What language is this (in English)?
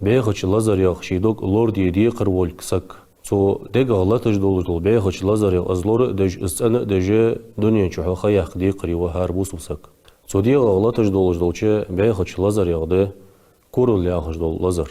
Ingush